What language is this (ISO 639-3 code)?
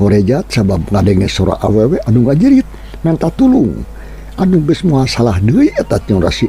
sun